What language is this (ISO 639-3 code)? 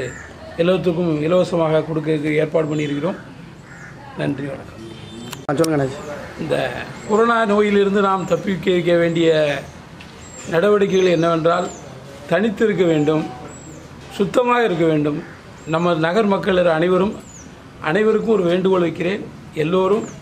tam